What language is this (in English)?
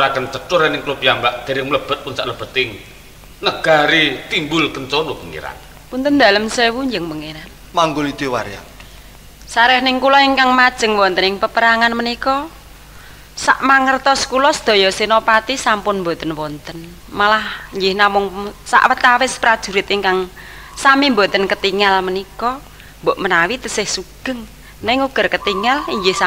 Javanese